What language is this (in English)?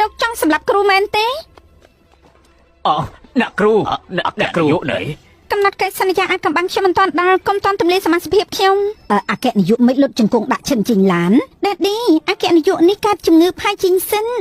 Khmer